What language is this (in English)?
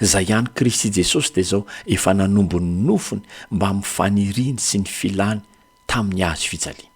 Malagasy